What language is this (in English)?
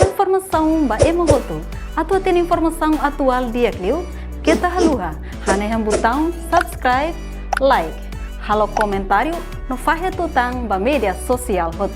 Tetum